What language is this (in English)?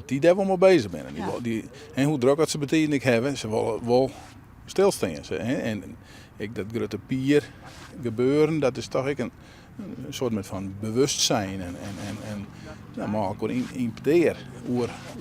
Western Frisian